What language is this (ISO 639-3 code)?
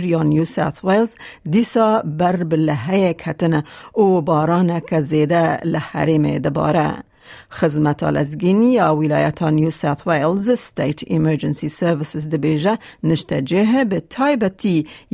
kur